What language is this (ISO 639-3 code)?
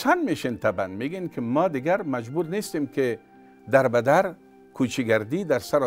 tgk